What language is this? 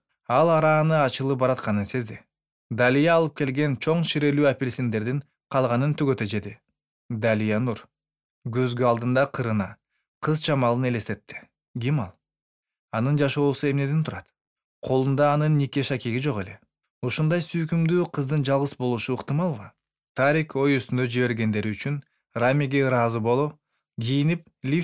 Kyrgyz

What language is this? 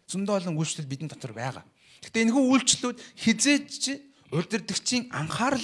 Mongolian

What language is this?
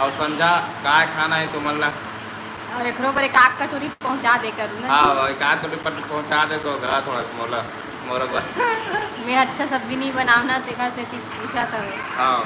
Chhattisgarhi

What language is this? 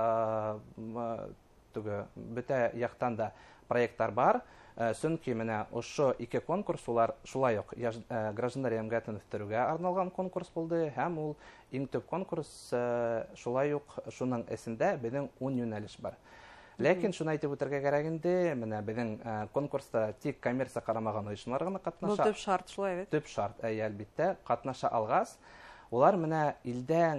Bashkir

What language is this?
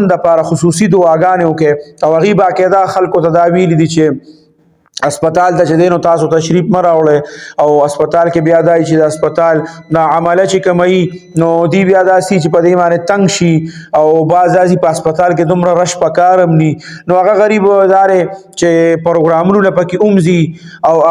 Pashto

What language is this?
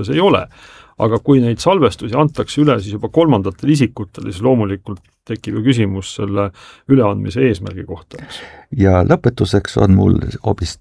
Estonian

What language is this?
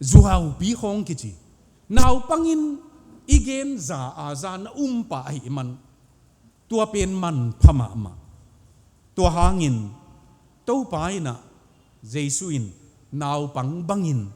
Tedim Chin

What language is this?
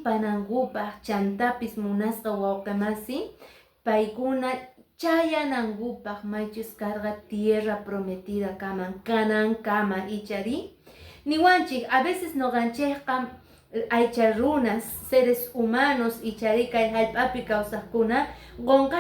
Quechua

